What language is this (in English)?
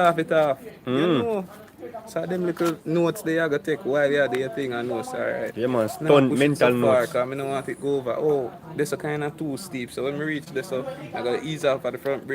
Jamaican Creole English